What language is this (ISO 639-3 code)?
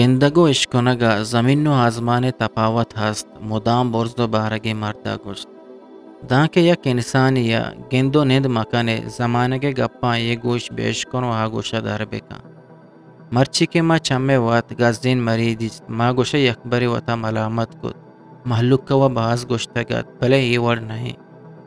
bgp